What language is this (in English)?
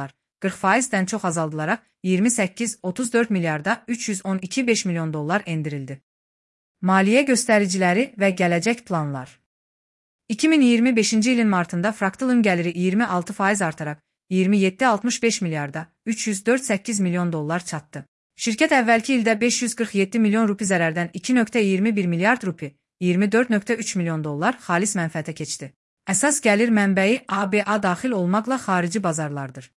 Azerbaijani